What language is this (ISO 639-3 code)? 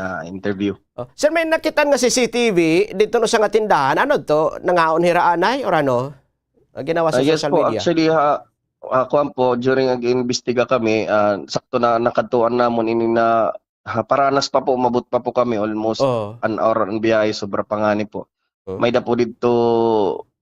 war